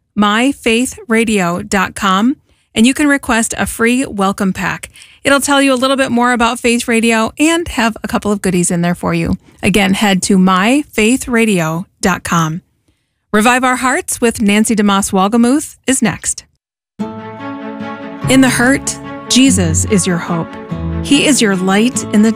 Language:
English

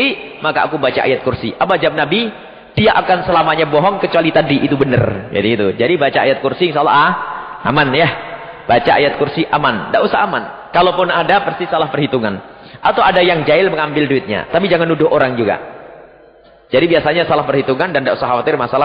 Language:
Indonesian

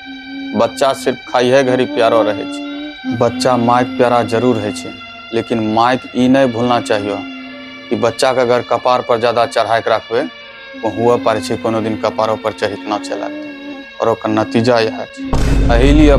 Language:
Angika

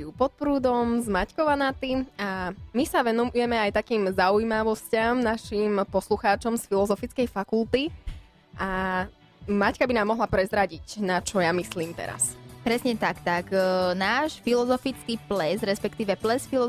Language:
Slovak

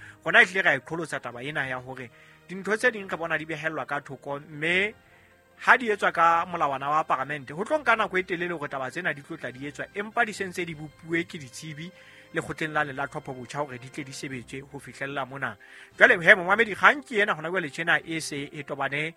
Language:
Southern Sotho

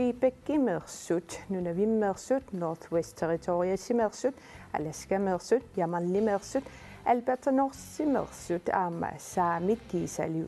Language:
Kalaallisut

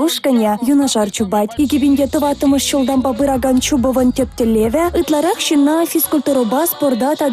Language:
Chuvash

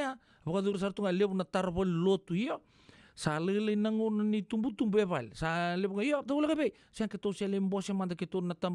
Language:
Fijian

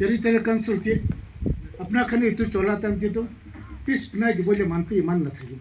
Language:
Naga Pidgin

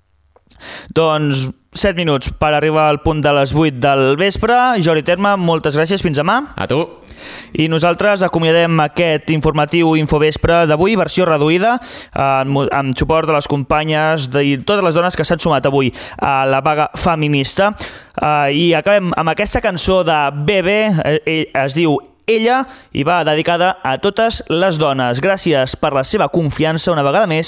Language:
Catalan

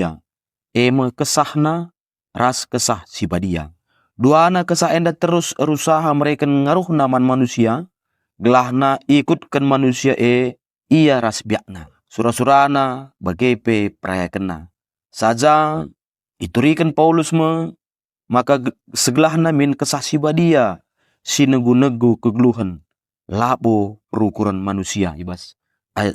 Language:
Batak Karo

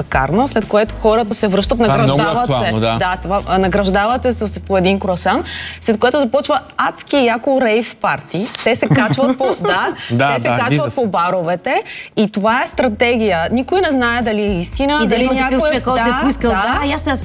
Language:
Bulgarian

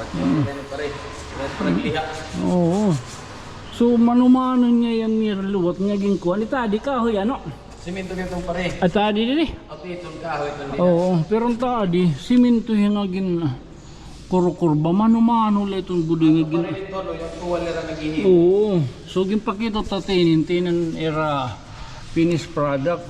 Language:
Waray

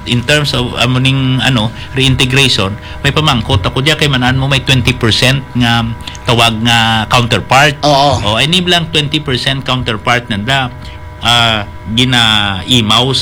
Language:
Hiligaynon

